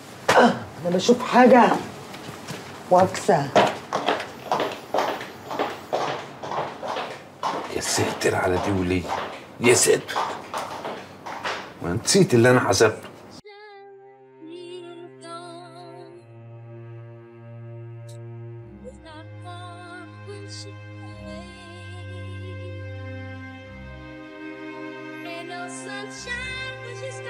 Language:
Egyptian Arabic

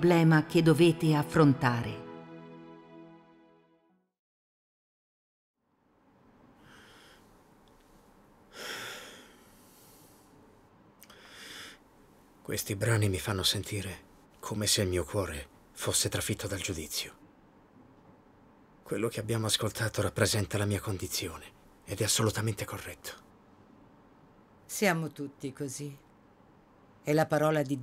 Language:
Italian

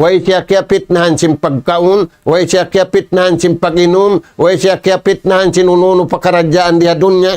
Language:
Tausug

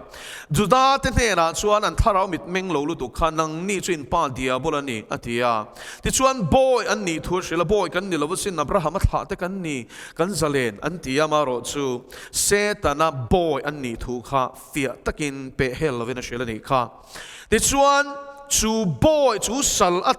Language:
Mizo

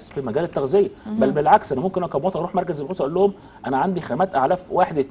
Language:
Egyptian Arabic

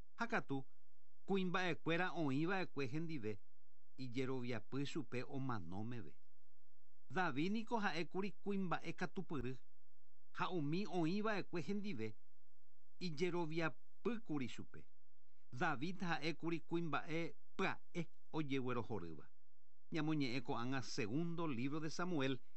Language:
Guarani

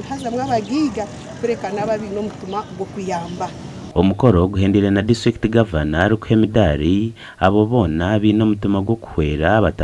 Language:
Nyankole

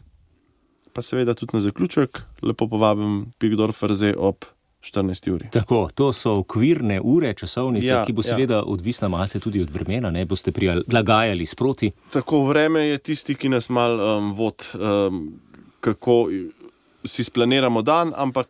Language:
Slovenian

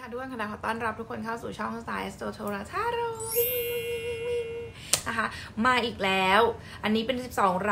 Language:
Thai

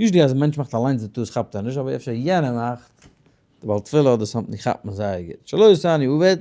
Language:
Yiddish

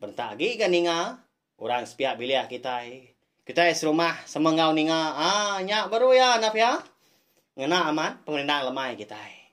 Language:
Iban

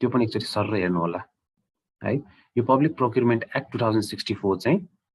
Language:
Nepali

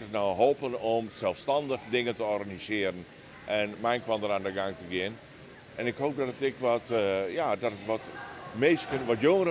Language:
Western Frisian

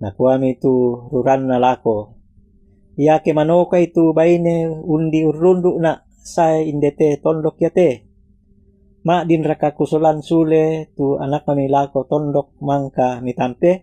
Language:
Toraja-Sa'dan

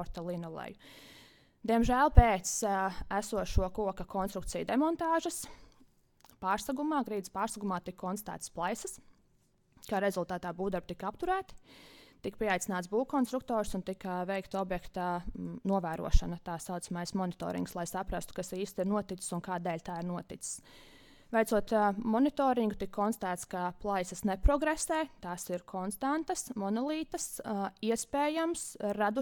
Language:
Latvian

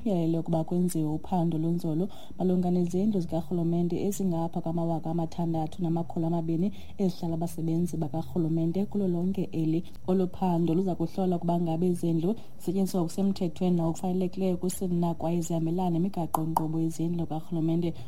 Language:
Xhosa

